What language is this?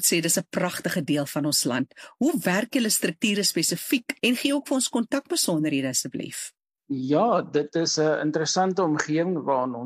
Afrikaans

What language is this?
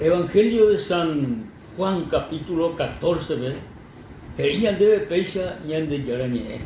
Guarani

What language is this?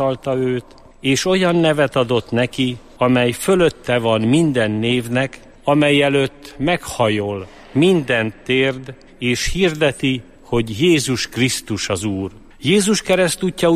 Hungarian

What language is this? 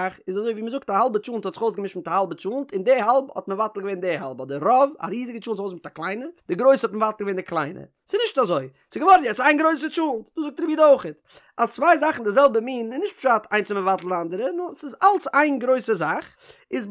Yiddish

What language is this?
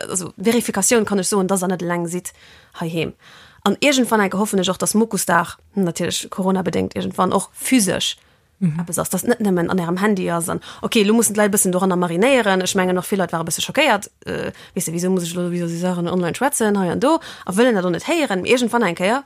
Luxembourgish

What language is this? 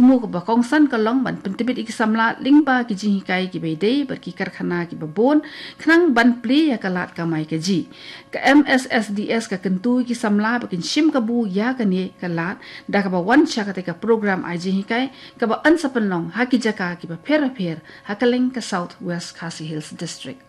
Khasi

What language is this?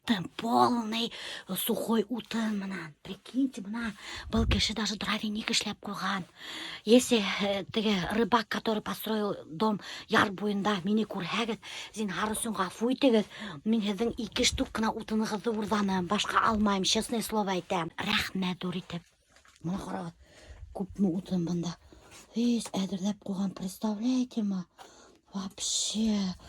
Bashkir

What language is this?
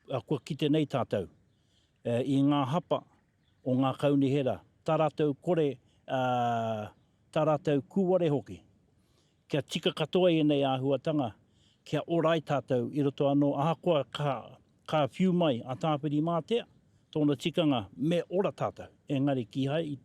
Māori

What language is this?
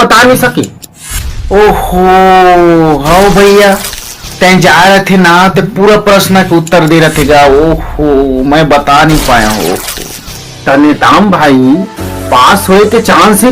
Chhattisgarhi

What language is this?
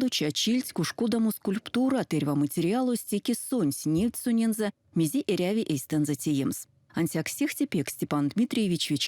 Erzya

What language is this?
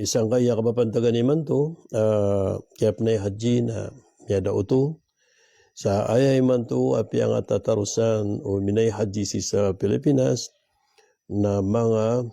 Maranao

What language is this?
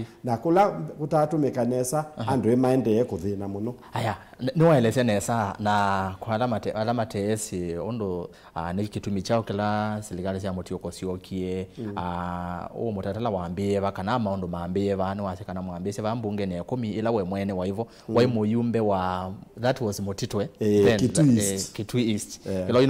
Kamba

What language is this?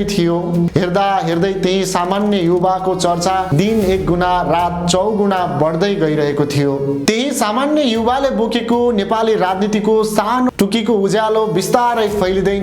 Nepali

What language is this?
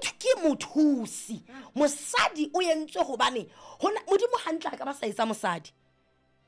Southern Sotho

